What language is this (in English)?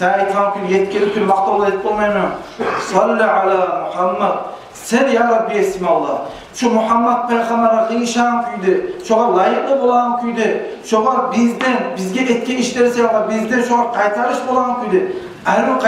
Kumyk